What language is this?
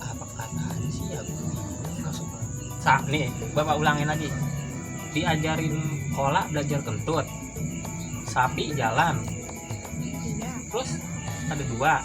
Betawi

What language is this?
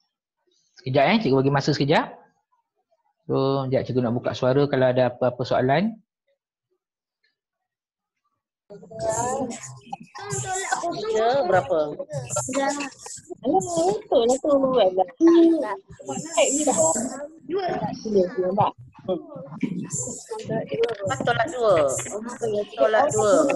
Malay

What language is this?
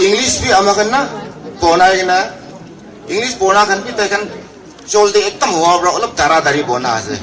Naga Pidgin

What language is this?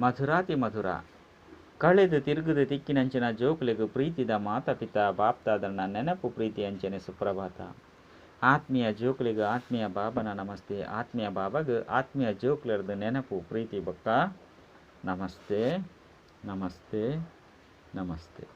Tulu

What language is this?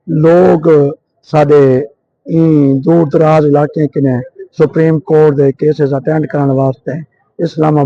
Saraiki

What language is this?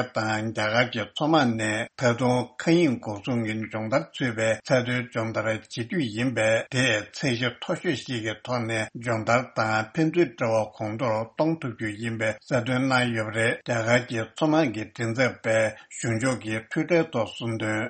Tibetan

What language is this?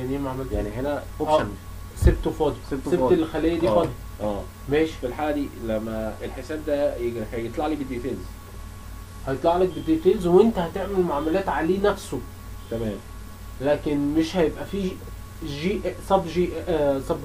Egyptian Arabic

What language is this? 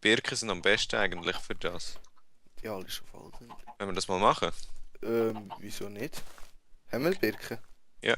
Swiss German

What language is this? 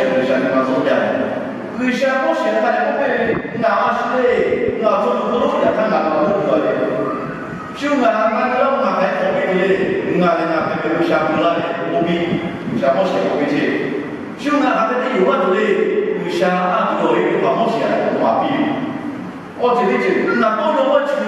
Lahu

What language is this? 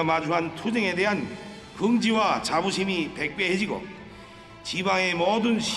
Korean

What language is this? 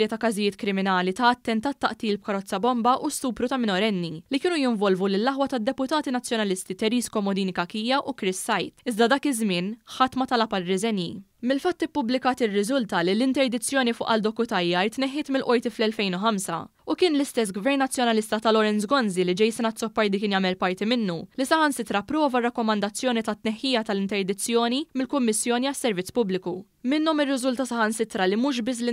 Maltese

